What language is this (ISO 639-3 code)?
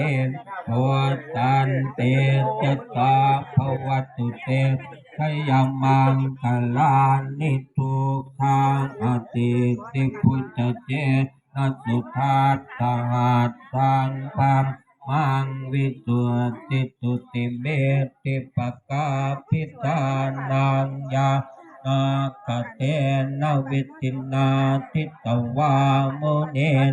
pli